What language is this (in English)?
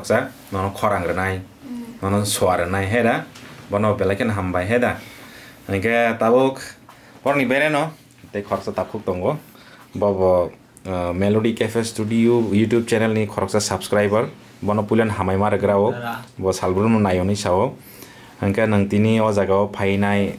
Kok Borok